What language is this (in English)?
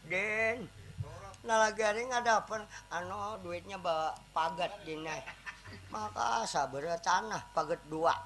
Banjar